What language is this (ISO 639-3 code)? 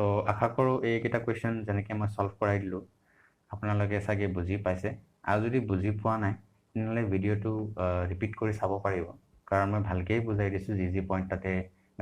asm